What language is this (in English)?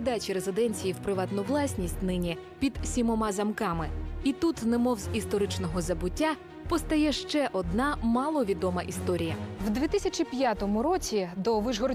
Ukrainian